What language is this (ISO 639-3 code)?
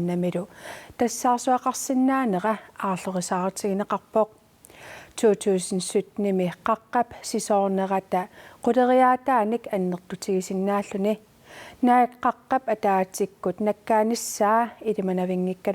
kal